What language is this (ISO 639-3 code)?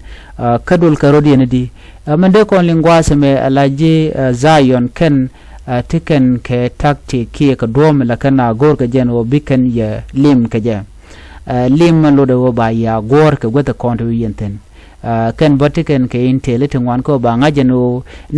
nus